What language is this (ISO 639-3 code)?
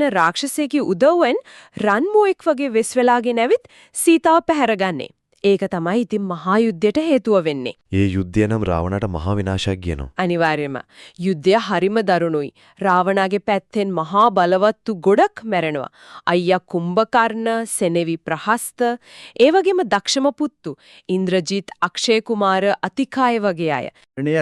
sin